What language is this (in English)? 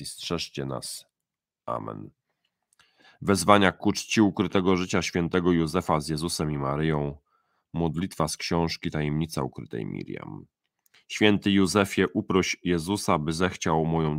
Polish